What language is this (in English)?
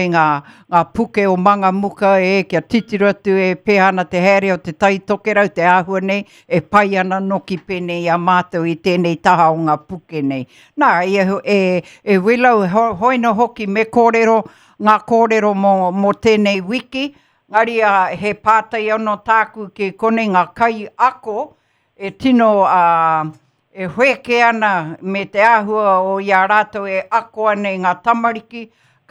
Māori